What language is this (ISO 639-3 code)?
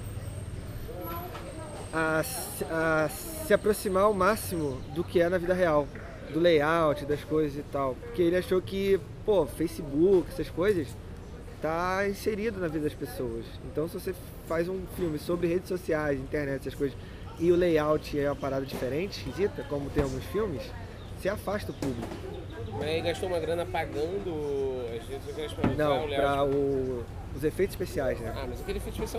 por